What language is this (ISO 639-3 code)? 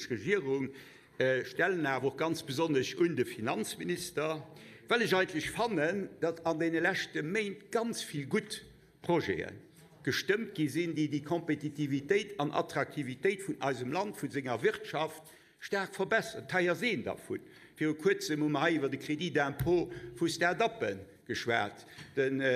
ltz